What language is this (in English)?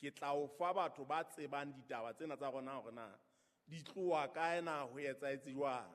Southern Sotho